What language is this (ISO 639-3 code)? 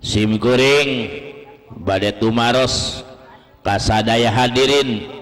sun